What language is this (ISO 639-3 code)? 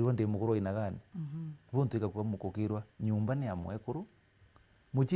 mer